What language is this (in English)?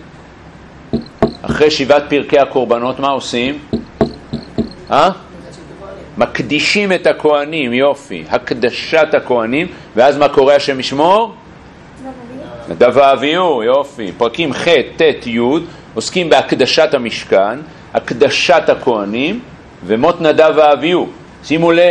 Hebrew